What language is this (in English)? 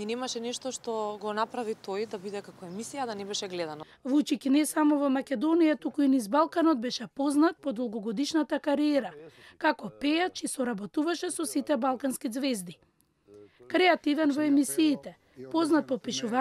Macedonian